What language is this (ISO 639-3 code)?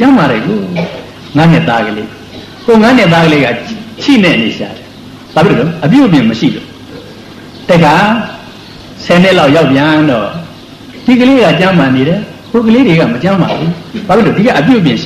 mya